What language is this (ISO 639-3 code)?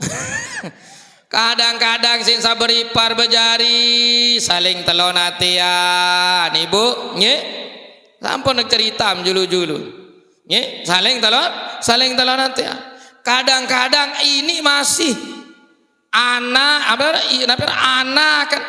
sas